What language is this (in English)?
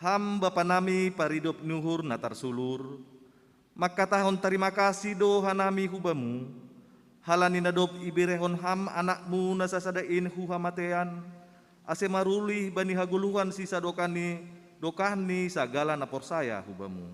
Batak Simalungun